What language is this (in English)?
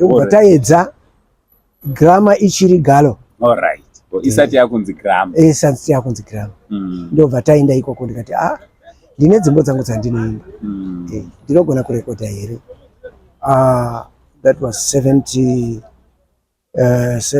Shona